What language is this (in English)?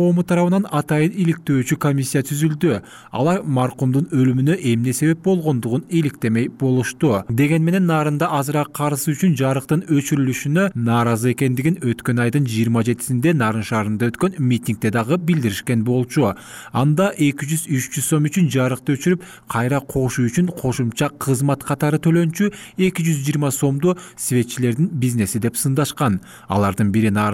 Kyrgyz